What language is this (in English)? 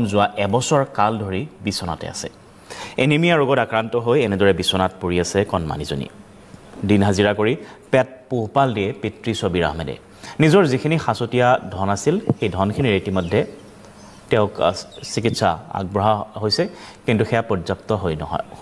Assamese